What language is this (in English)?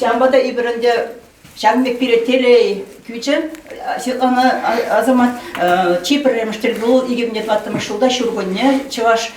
Chuvash